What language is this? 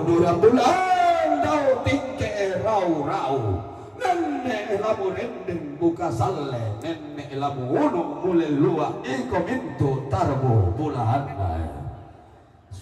Toraja-Sa'dan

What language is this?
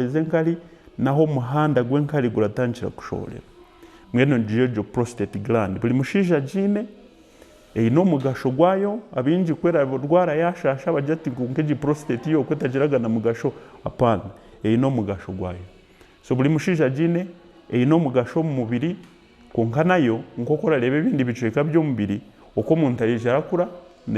Nyankole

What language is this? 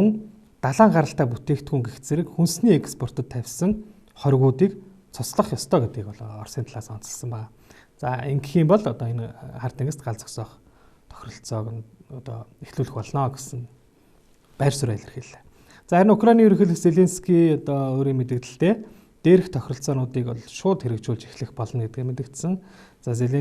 Mongolian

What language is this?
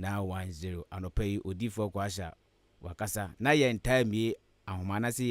Akan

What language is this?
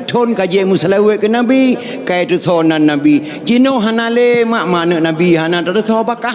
Achinese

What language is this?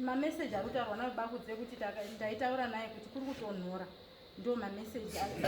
Shona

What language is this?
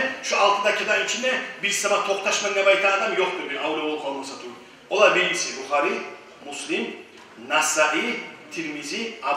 Kumyk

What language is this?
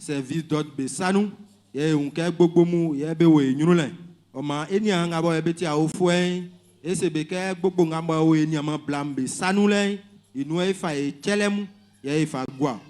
Baoulé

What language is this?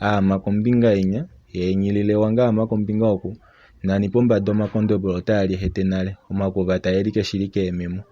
Kuanyama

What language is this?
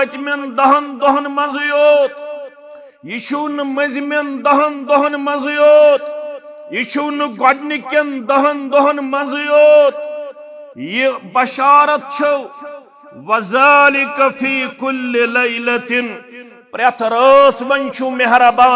Kashmiri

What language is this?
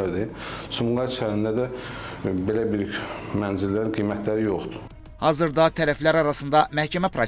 Azerbaijani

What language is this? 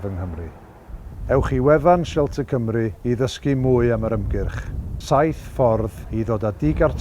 Welsh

